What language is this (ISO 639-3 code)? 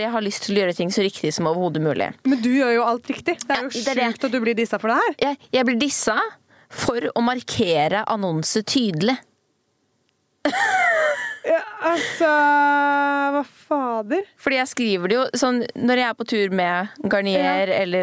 nor